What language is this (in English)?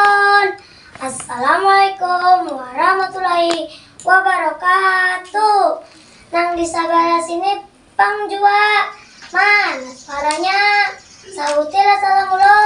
Banjar